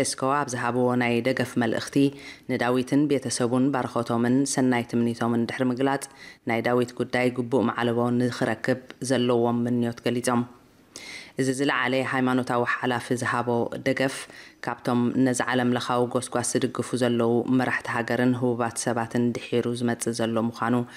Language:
Tigrinya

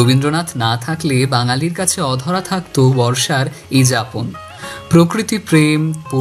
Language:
Bangla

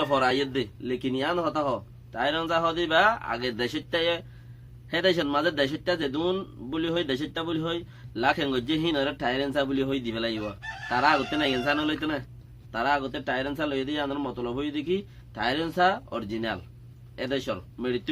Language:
Rohingya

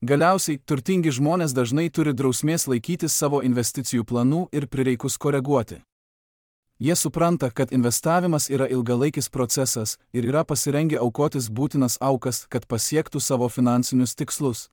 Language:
Lithuanian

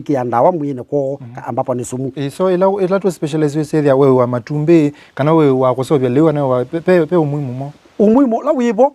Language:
Kamba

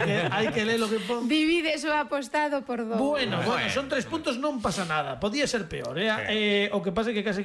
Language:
Galician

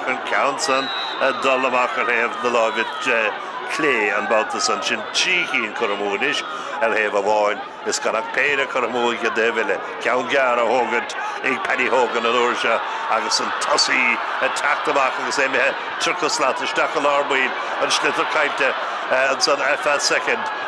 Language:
Irish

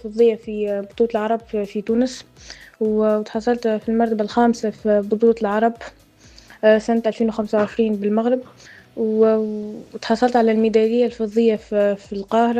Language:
Tunisian Arabic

